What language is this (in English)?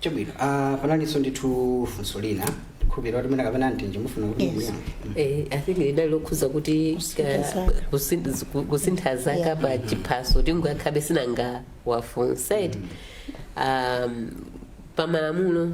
Nyanja